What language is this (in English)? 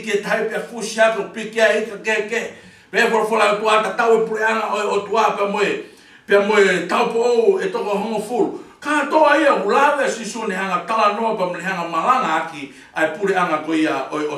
Tongan